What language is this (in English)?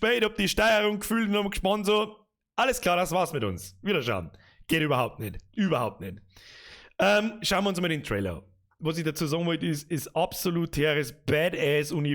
Bavarian